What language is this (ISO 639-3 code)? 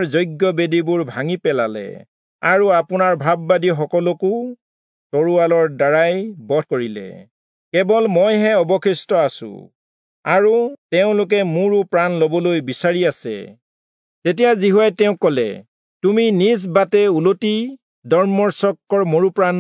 asm